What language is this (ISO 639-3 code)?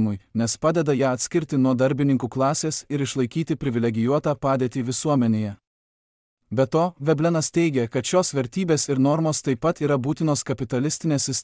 lit